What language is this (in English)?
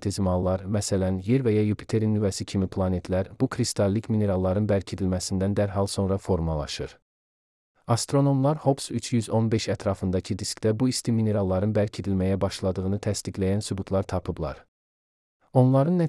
Azerbaijani